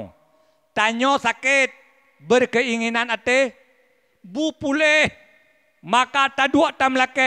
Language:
Achinese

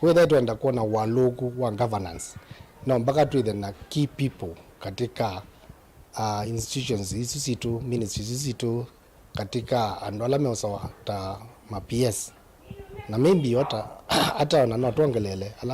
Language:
Kamba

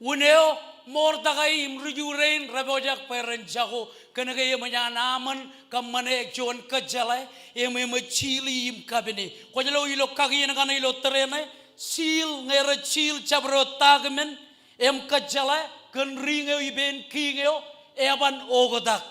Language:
Marshallese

